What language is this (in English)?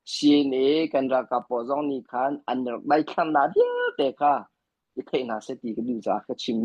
Hakha Chin